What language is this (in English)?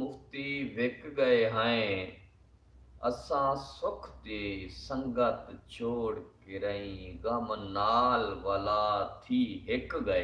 Saraiki